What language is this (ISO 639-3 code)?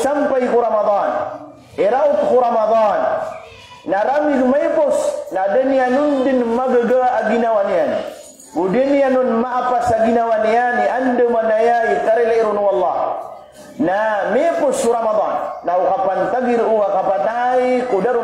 mrw